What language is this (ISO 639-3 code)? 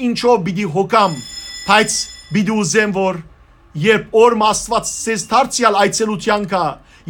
hyw